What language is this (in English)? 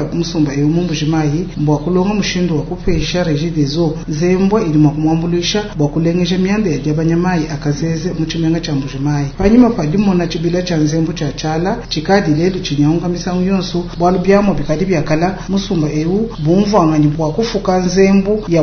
Luba-Lulua